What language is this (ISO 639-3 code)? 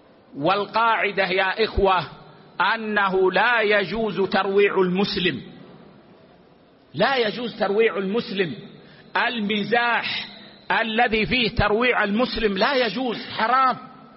ara